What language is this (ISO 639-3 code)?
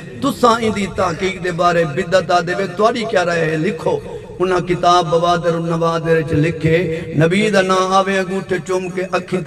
skr